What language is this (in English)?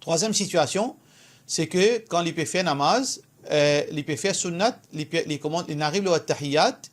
Morisyen